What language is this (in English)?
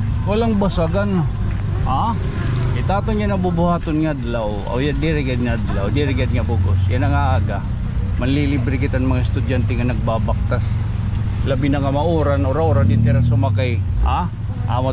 Waray